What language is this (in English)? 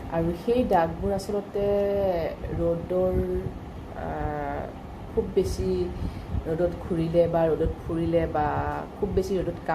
Assamese